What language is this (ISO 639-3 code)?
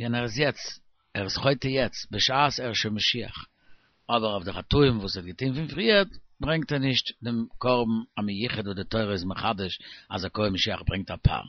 yid